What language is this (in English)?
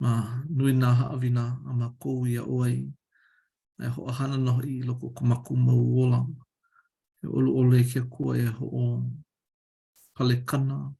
Hawaiian